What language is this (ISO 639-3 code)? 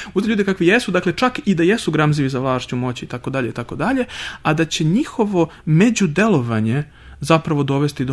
srp